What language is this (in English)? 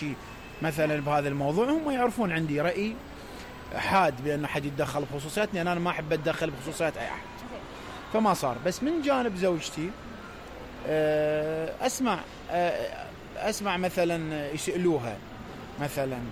Mesopotamian Arabic